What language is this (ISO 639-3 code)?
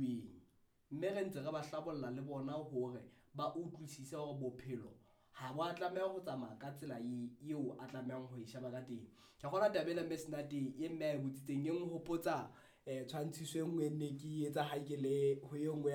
sot